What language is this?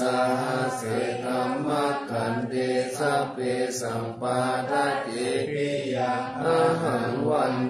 Pali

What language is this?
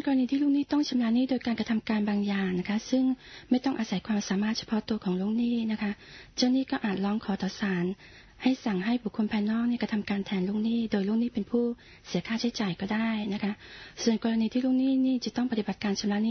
Thai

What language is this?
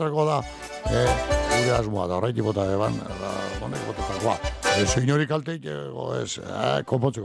Basque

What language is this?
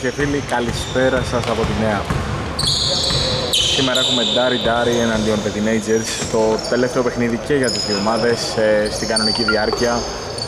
Greek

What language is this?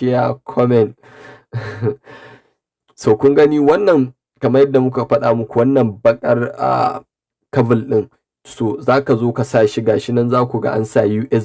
Hausa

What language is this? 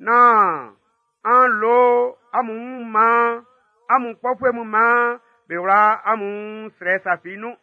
Baoulé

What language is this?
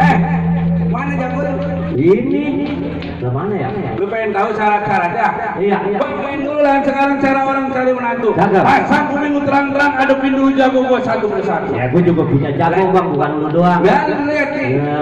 Betawi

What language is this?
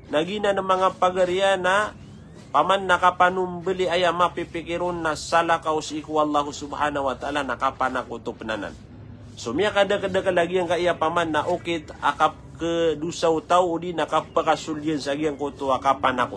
Maranao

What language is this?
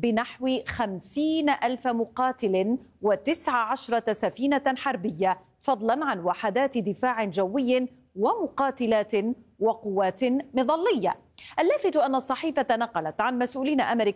Arabic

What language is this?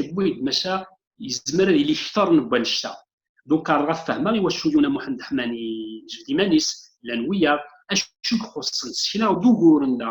Kabyle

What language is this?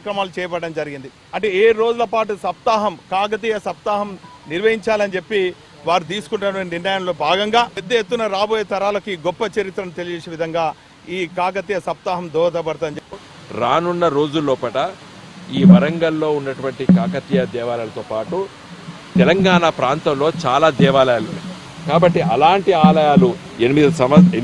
Telugu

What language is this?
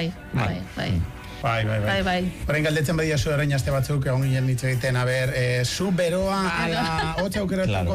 Basque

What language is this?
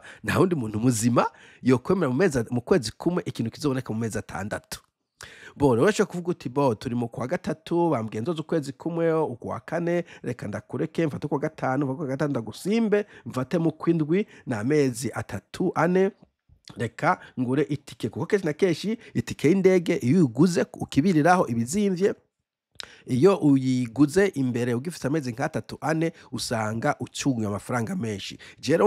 Rundi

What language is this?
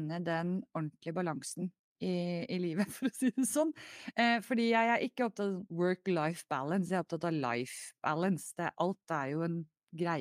Norwegian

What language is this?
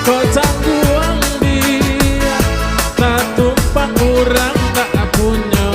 Minangkabau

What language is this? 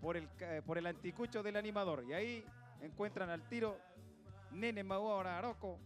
Rapanui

